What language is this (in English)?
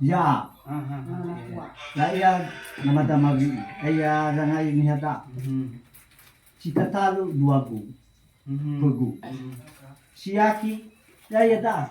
Nias